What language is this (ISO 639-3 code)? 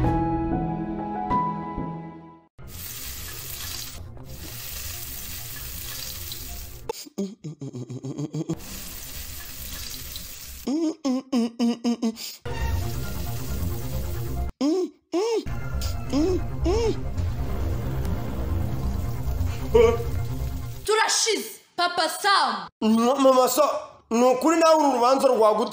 kin